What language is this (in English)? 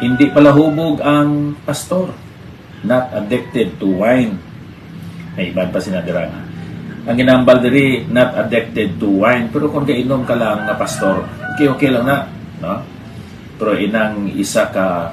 Hiligaynon